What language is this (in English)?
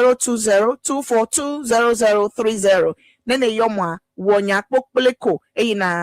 Ewe